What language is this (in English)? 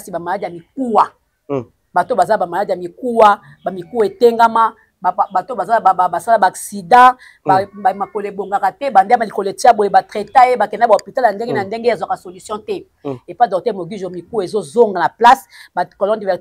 Lingala